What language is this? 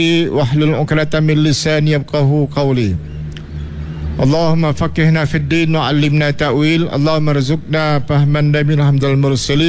Malay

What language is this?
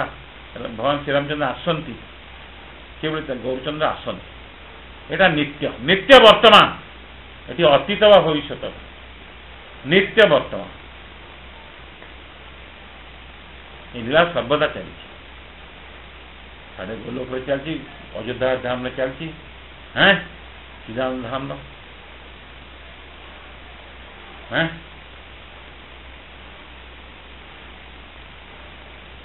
Odia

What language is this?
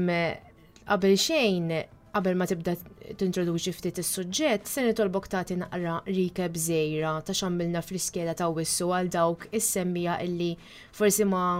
Maltese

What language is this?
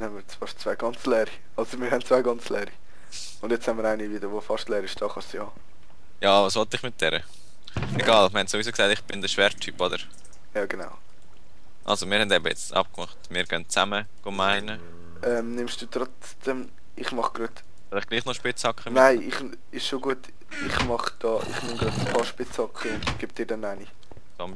Swiss German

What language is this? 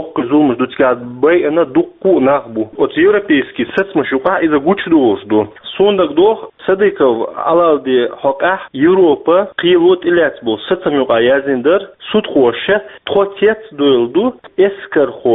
Chechen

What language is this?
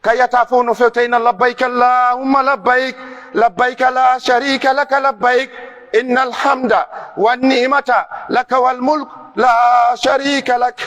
Pular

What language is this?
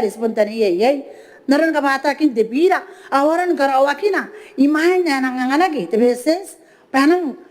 Gilbertese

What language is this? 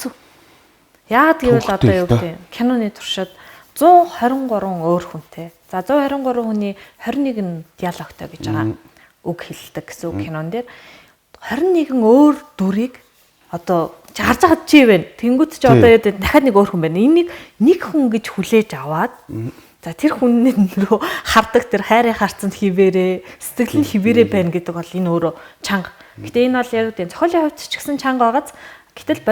Mongolian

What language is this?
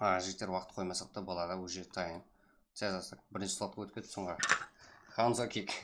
Kara-Kalpak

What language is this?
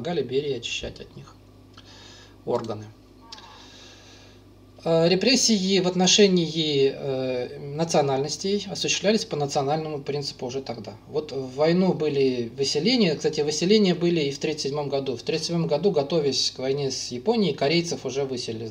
Russian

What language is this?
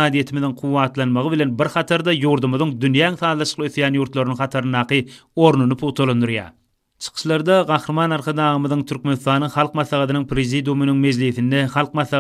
Turkmen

